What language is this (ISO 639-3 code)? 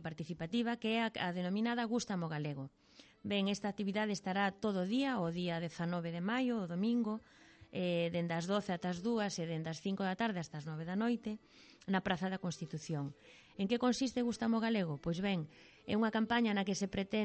glg